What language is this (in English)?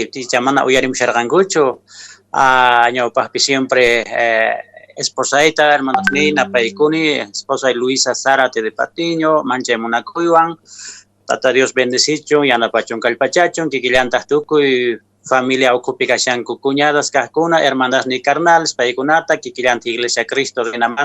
Quechua